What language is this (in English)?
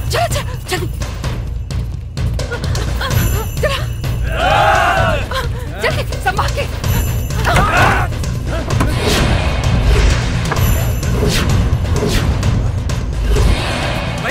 Bhojpuri